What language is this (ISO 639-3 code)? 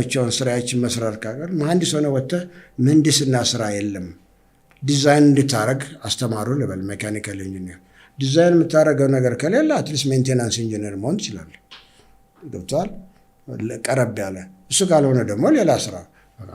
amh